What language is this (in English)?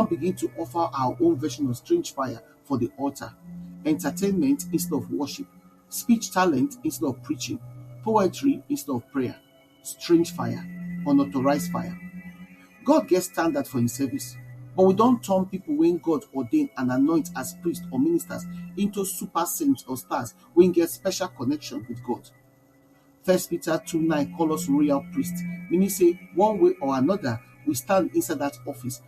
Nigerian Pidgin